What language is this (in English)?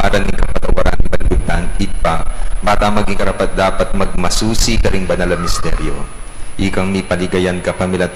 Pampanga